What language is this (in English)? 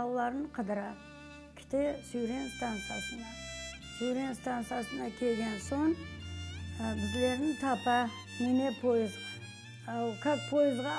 Crimean Tatar